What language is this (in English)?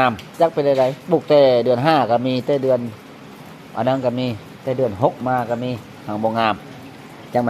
Lao